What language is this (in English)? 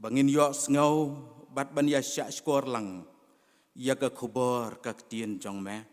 Khasi